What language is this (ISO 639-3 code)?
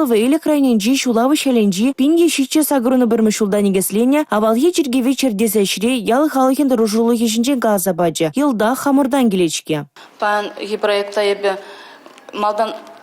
chv